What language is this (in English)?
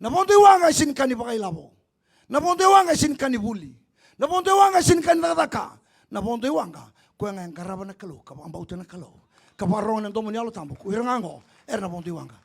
Fijian